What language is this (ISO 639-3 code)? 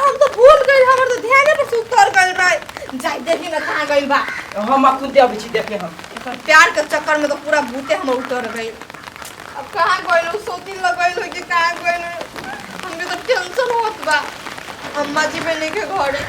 mai